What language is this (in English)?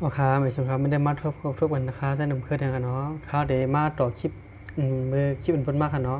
Shan